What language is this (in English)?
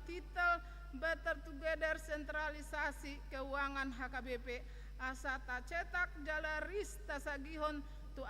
Batak Toba